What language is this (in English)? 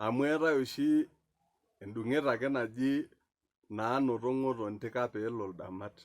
Masai